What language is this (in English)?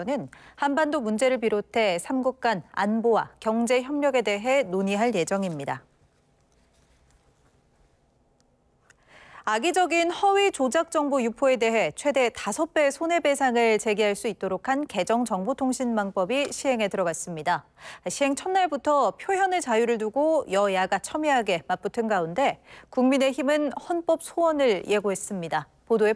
Korean